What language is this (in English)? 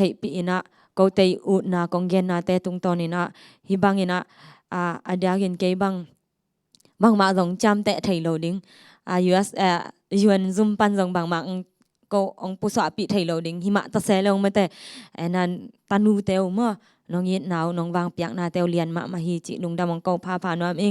Tedim Chin